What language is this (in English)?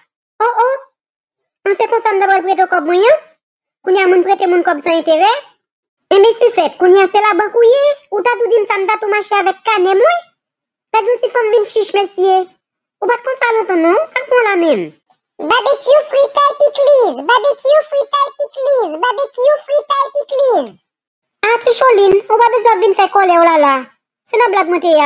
Haitian Creole